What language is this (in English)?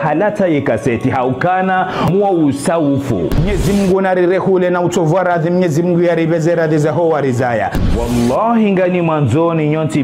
Ngazidja Comorian